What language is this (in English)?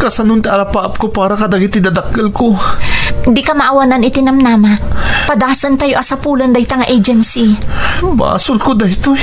Iloko